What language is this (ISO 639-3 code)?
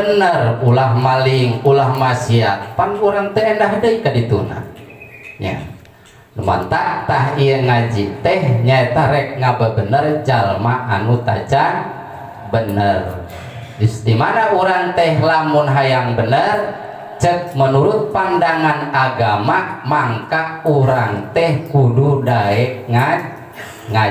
sun